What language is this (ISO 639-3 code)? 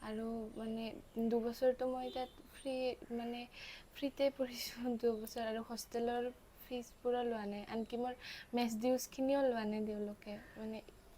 asm